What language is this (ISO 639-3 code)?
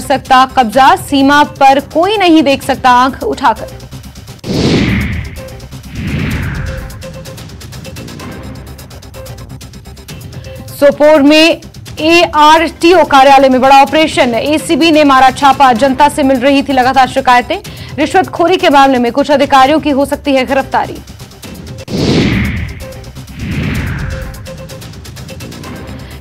hin